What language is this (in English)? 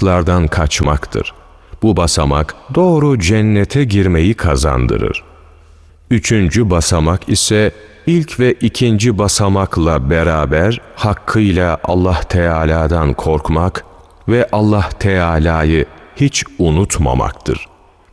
Turkish